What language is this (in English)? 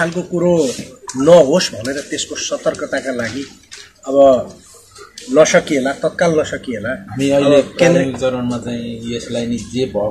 Nepali